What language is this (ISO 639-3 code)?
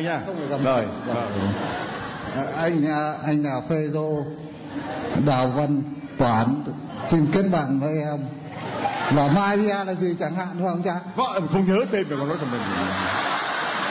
vie